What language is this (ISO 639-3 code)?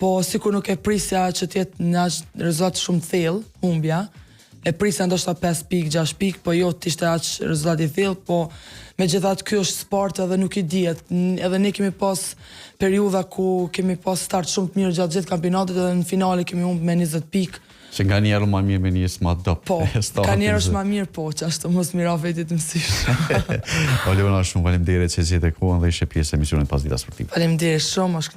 sqi